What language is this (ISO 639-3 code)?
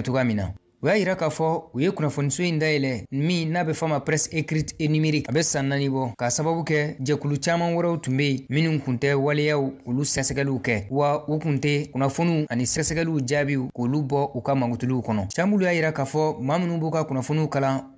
bam